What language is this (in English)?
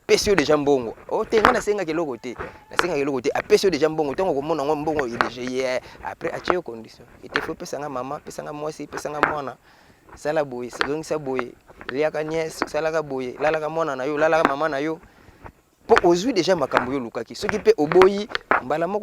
Lingala